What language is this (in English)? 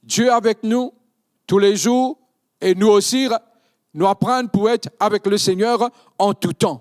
Morisyen